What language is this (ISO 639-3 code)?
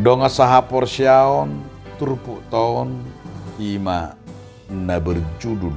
bbc